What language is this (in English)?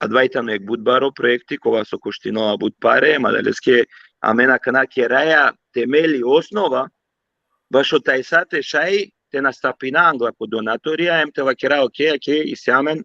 Balkan Romani